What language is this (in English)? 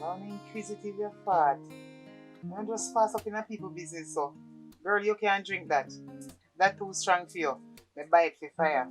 Jamaican Creole English